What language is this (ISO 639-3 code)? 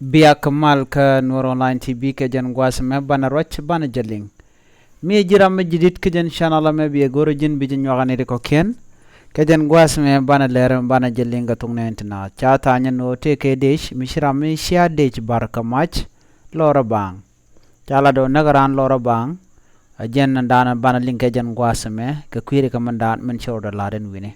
nus